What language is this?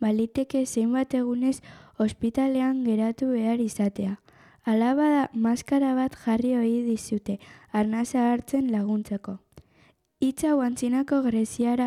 Basque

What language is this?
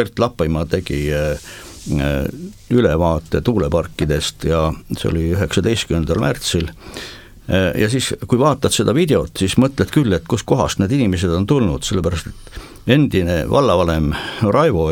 Estonian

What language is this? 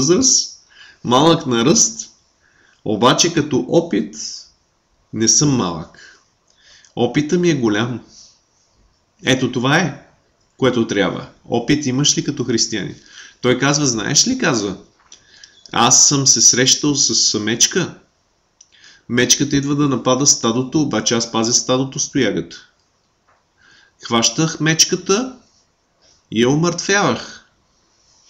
Bulgarian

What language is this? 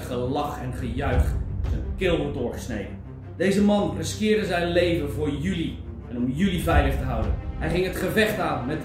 Dutch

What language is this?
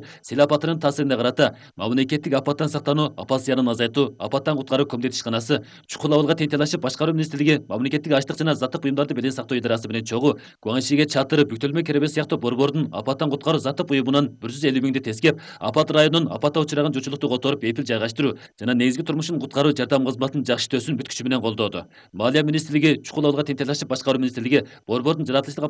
Kyrgyz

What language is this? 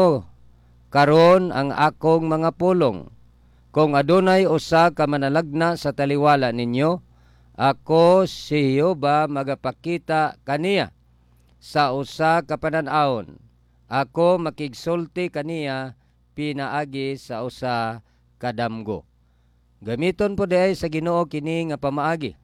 Cebuano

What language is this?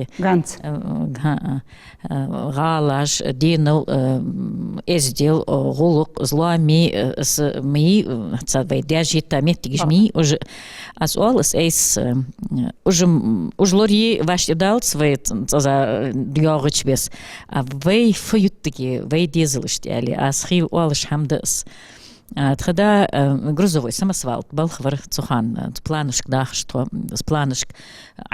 Ingush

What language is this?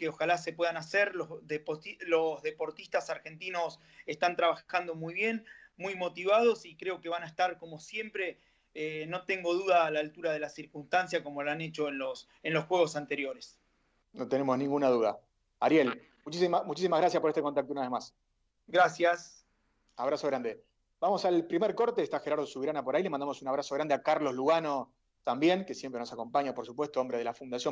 Spanish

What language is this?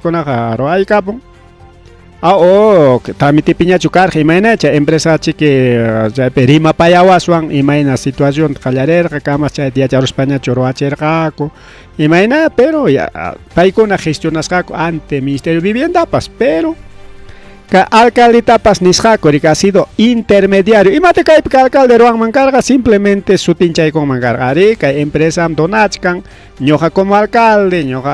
Ayacucho Quechua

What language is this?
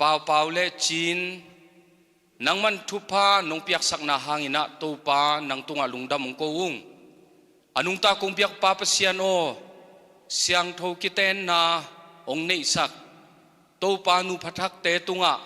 Tedim Chin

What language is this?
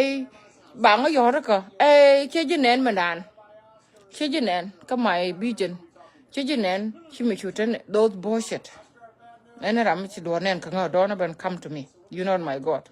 Nuer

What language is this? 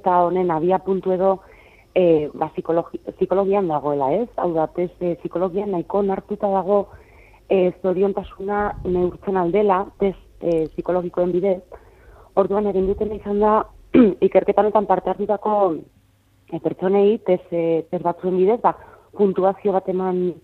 Basque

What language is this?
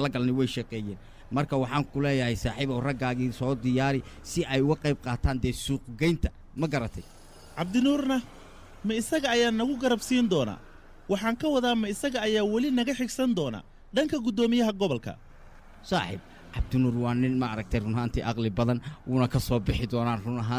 Somali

